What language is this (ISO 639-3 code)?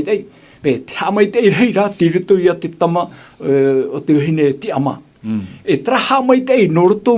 tah